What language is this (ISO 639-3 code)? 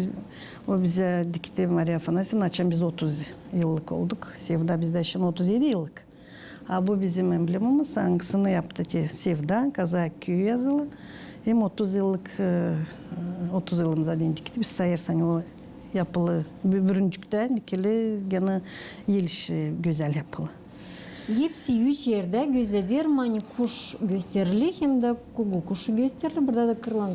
gag